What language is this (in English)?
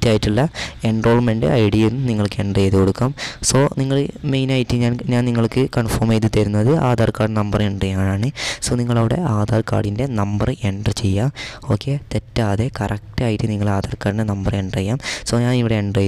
Malayalam